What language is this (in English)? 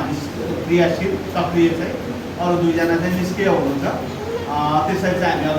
Nepali